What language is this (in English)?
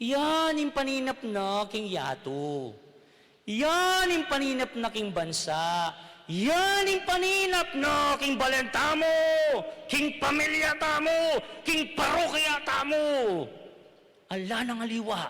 Pampanga